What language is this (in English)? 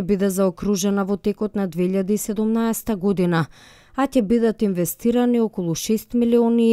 Macedonian